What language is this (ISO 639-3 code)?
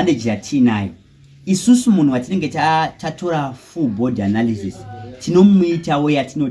sna